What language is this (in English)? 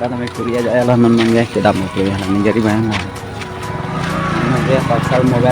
Karbi